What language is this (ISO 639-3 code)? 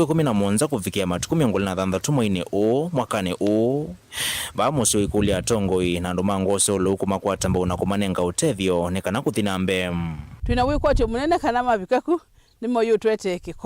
kam